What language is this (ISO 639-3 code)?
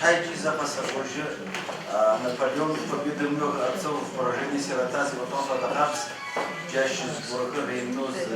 ady